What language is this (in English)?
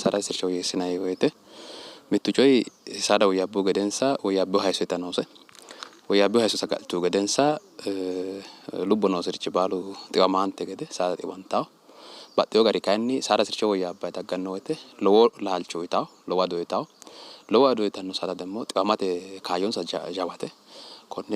Sidamo